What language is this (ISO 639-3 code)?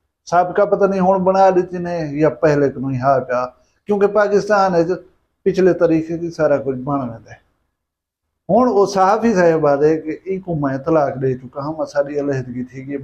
skr